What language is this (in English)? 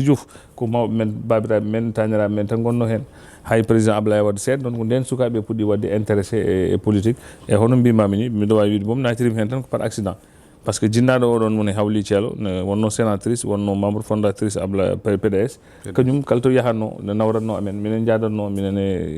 Fula